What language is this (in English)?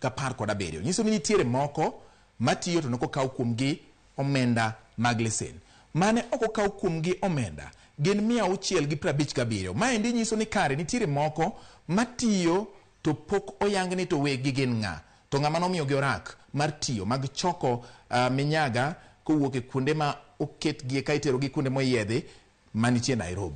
Luo (Kenya and Tanzania)